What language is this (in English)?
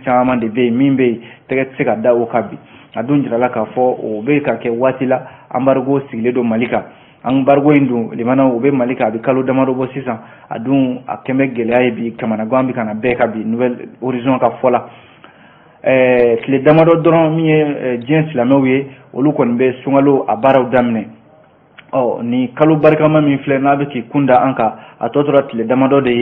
Bambara